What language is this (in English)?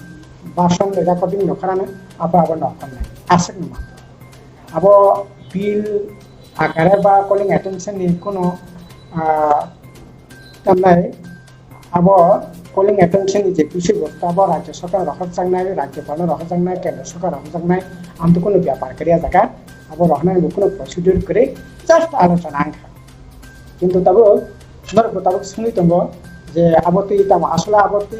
Kok Borok